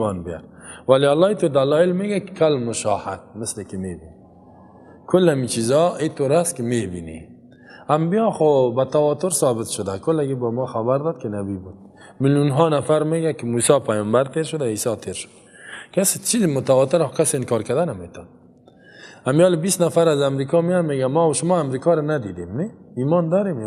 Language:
Persian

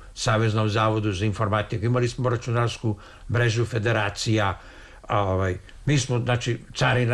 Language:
Serbian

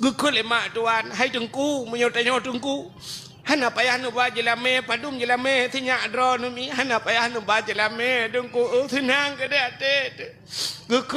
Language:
Achinese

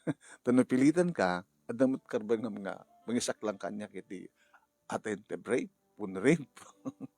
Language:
Iloko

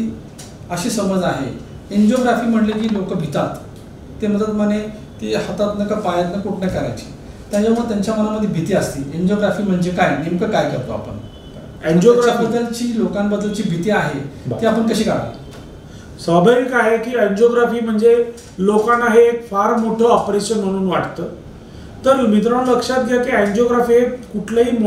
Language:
Marathi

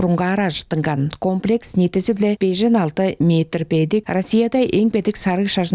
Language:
Tuvinian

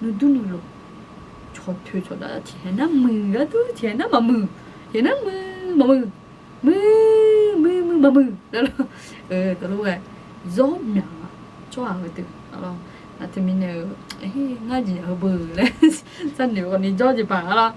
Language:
Akha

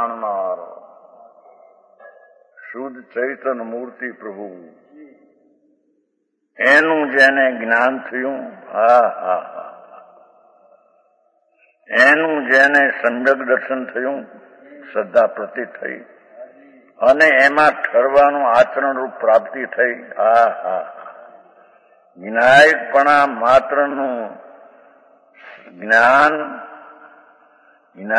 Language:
Gujarati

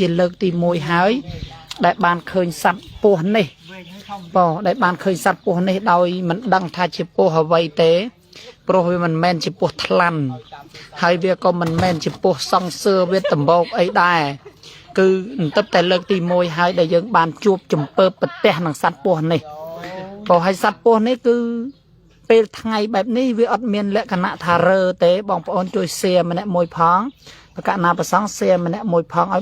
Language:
Khmer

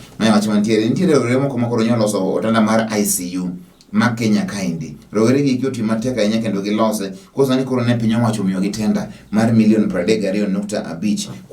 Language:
Luo (Kenya and Tanzania)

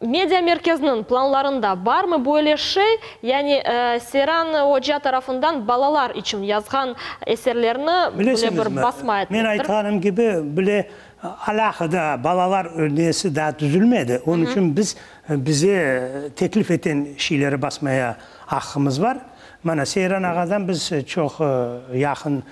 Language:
Crimean Tatar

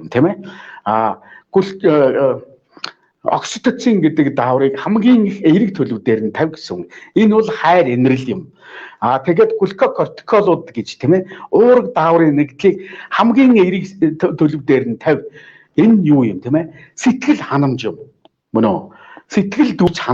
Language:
Mongolian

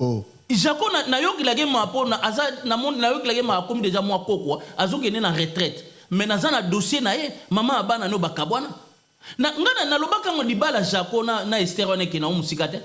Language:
Lingala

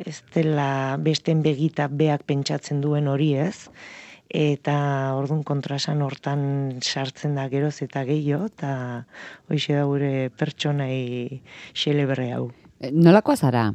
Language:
Basque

